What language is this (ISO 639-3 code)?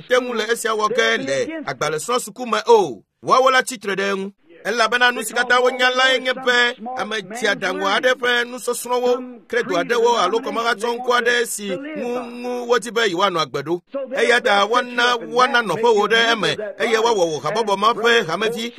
ewe